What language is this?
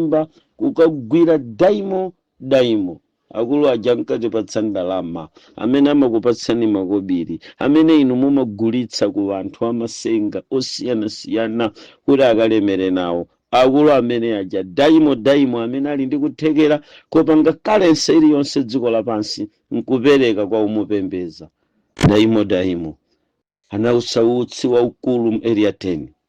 Nyanja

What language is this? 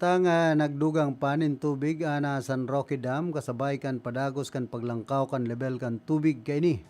Bikol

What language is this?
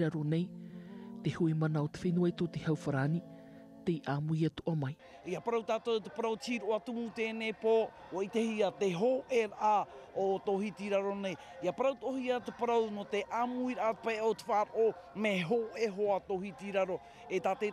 Tahitian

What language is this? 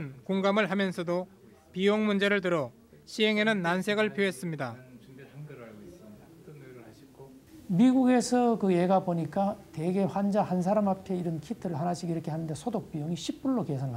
Korean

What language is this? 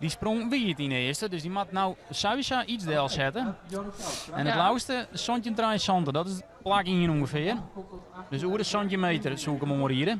Western Frisian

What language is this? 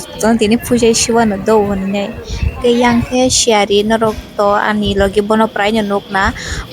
Kok Borok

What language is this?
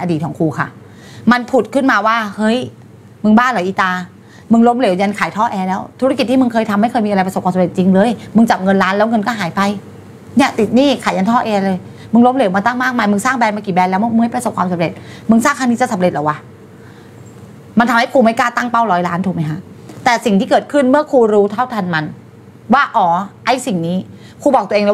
Thai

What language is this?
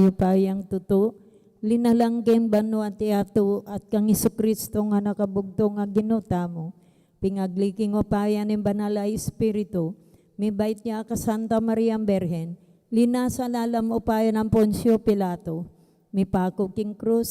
Pampanga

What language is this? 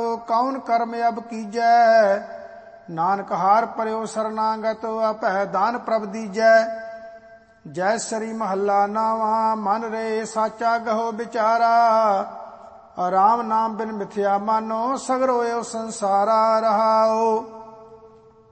Punjabi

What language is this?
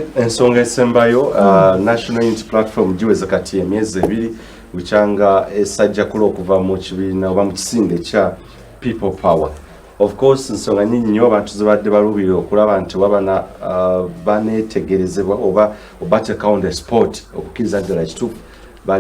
Ganda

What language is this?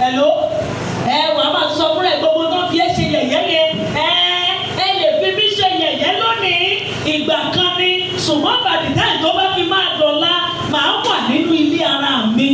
Yoruba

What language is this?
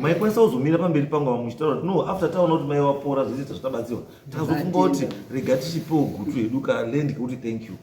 Shona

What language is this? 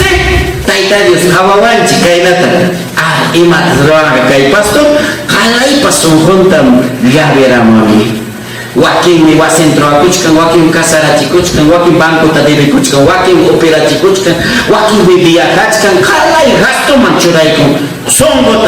Ayacucho Quechua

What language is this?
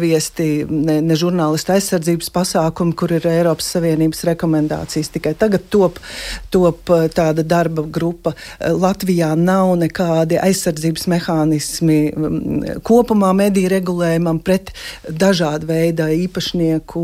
Latvian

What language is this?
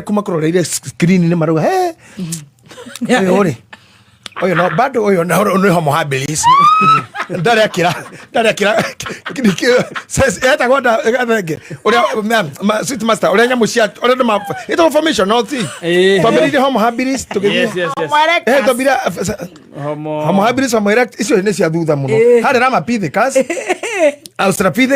Kikuyu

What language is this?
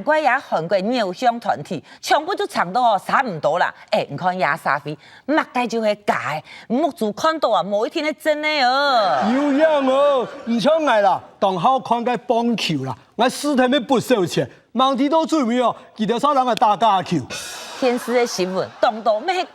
Hakka Chinese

